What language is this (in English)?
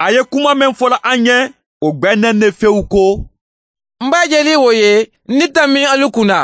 Bambara